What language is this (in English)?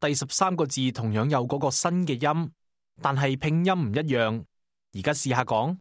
Cantonese